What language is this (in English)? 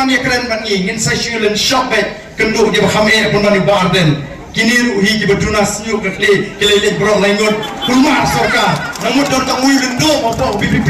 Khasi